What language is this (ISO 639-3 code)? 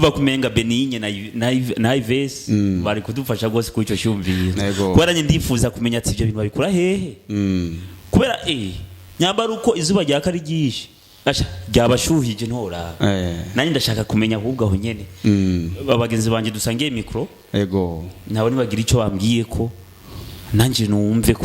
run